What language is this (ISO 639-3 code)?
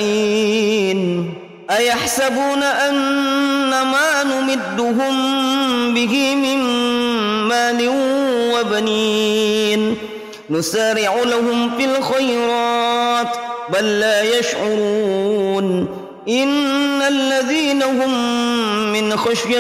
ara